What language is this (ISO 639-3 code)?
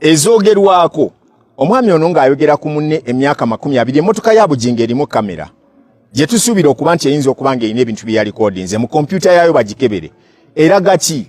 lug